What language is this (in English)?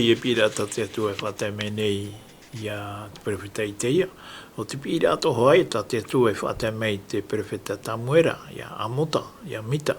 Tahitian